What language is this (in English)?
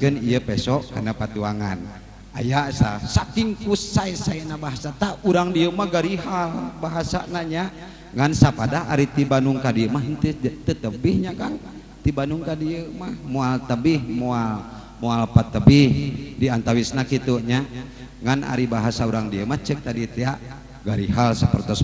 Sundanese